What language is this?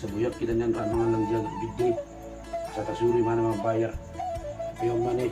Batak Toba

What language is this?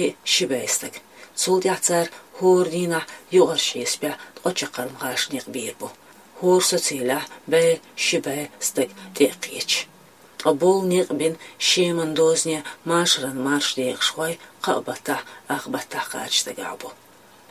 Chechen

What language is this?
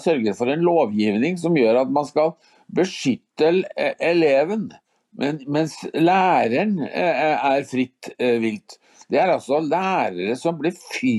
Norwegian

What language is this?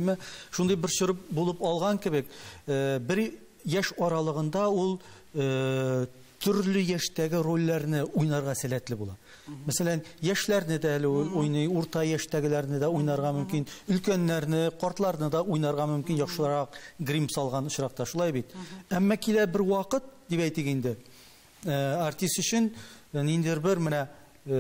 Tatar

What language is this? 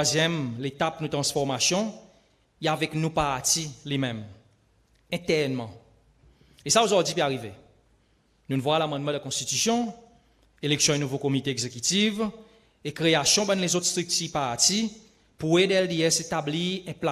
Seselwa Creole French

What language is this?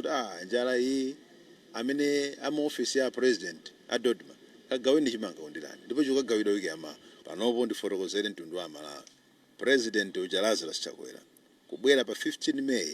Nyanja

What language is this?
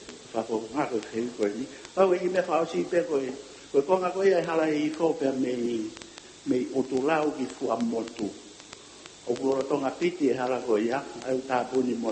Tongan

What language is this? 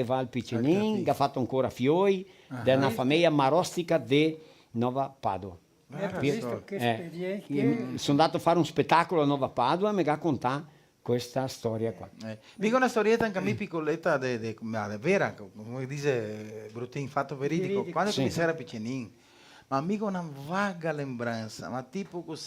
Venetian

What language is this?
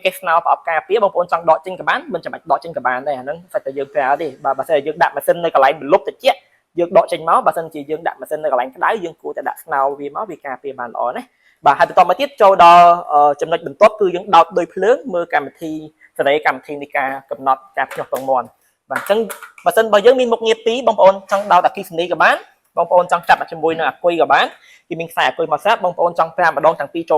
Khmer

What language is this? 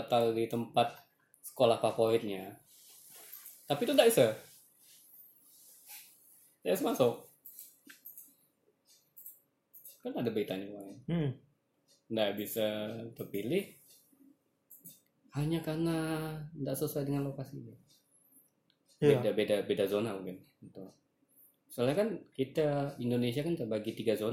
Indonesian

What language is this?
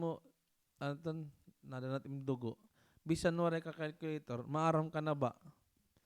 Waray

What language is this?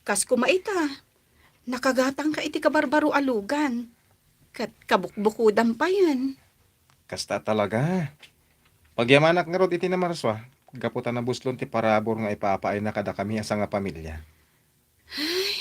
Iloko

